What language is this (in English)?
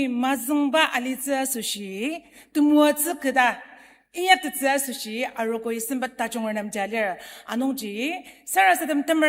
Ao Naga